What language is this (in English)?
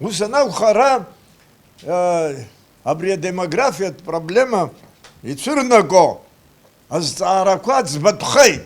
Abkhazian